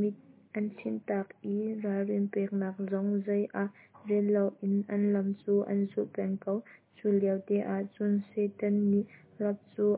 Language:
Hakha Chin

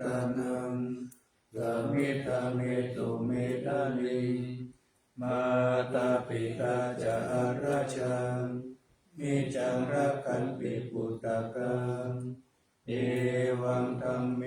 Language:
Pali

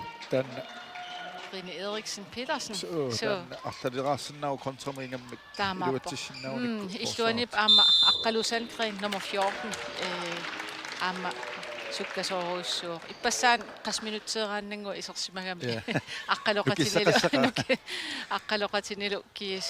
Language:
Kalaallisut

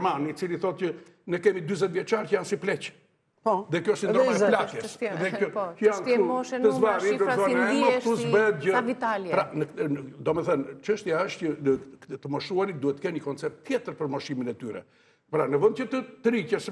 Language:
Albanian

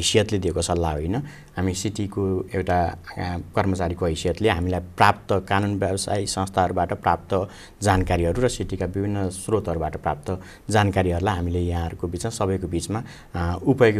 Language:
Nepali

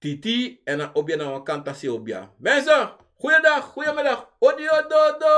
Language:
Sranan Tongo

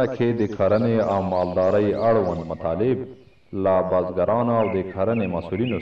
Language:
Pashto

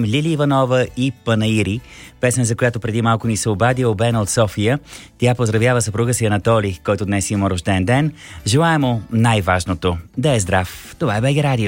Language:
Bulgarian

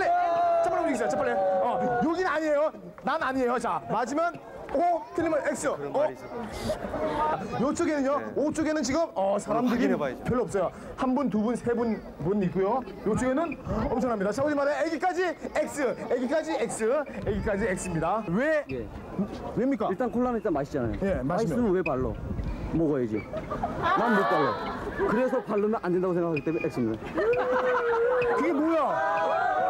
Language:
Korean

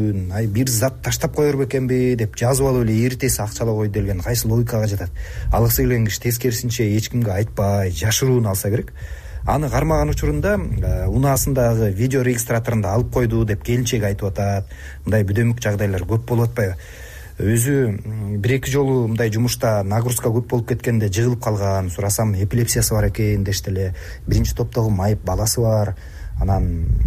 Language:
Kyrgyz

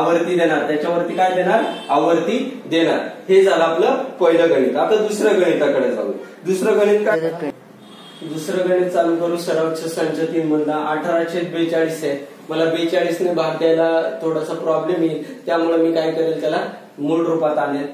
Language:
Marathi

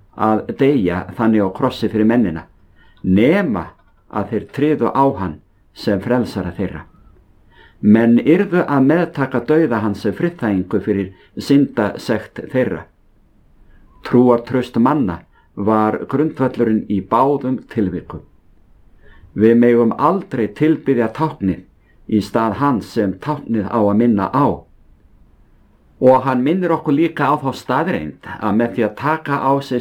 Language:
Icelandic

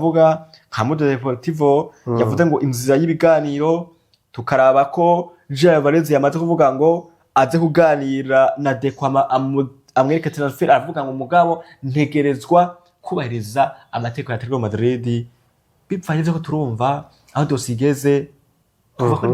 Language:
Rundi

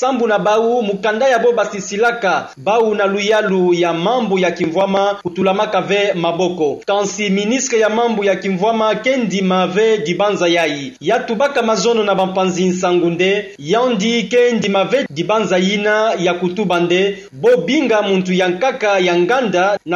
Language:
Kituba (Democratic Republic of Congo)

